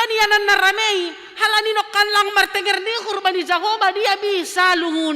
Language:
Batak Simalungun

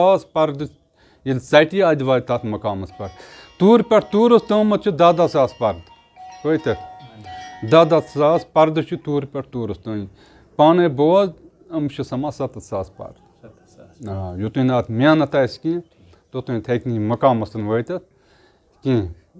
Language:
Kashmiri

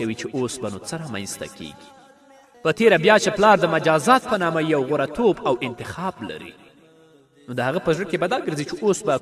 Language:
Pashto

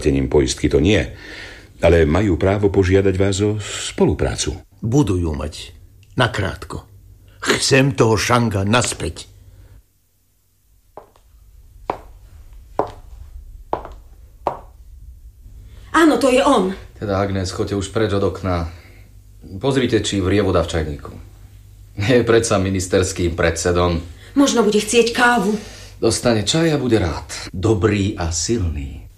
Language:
Slovak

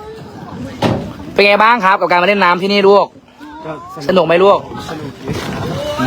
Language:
Lao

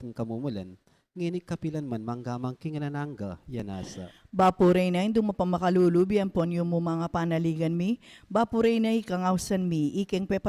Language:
Pampanga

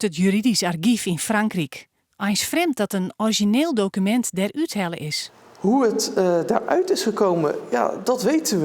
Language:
Western Frisian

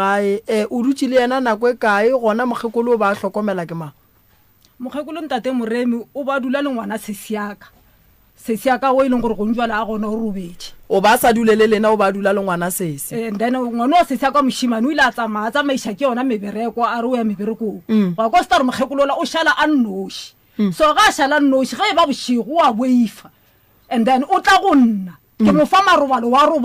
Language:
Northern Sotho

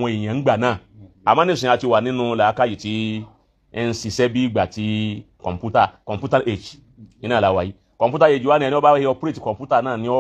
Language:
Yoruba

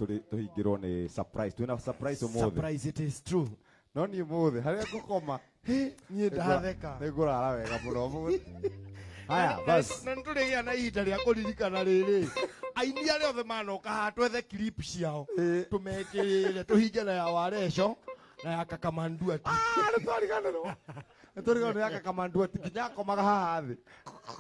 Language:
Kikuyu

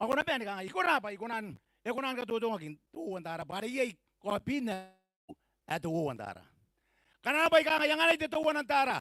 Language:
Gilbertese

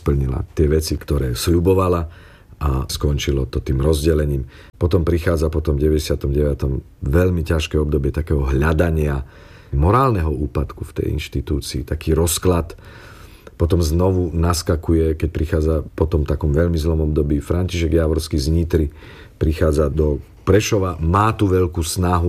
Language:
Slovak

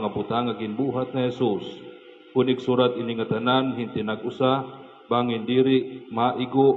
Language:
Waray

